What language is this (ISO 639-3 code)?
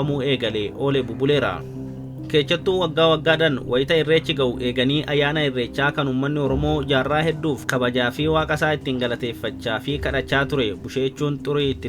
orm